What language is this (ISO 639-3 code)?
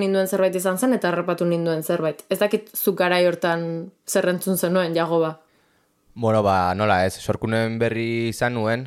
eus